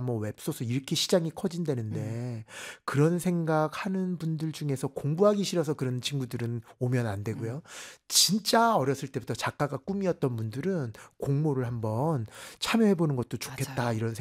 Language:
Korean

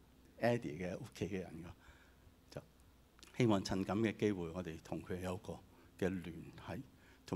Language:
Cantonese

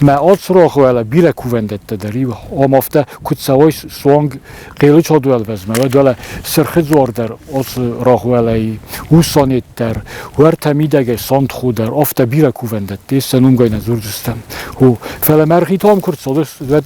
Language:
Ossetic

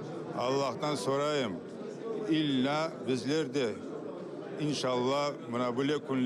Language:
Crimean Tatar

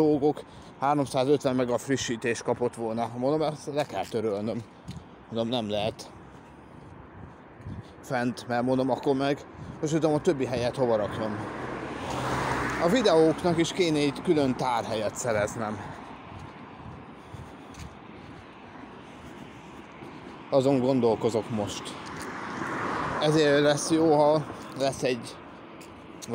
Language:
Hungarian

